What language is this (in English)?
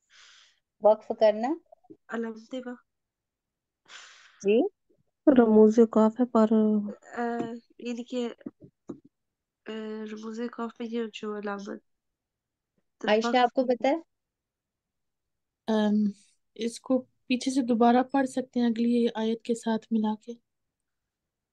Urdu